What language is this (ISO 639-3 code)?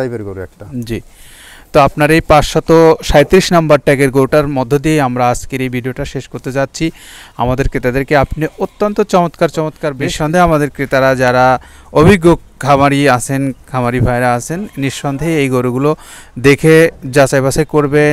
ben